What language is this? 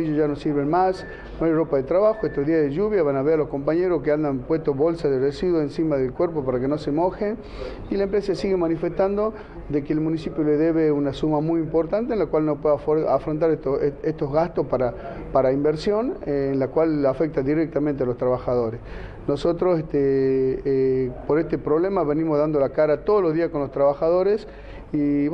Spanish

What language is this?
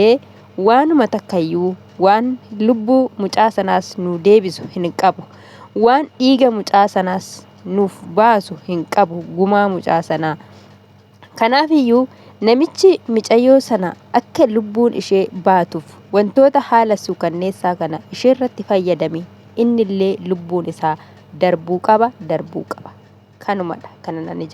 Oromo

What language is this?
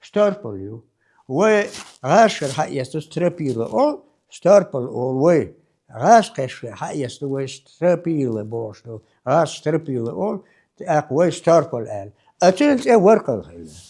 Chechen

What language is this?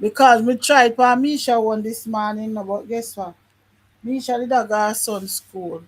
Jamaican Creole English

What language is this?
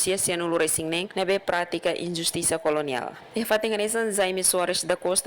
Tetum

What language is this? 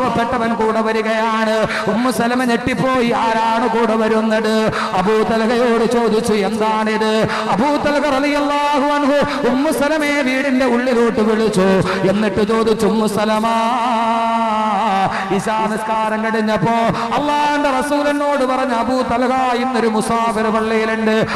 Malayalam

